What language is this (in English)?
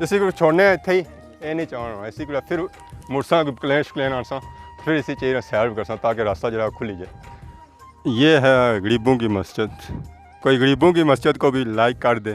Pahari-Potwari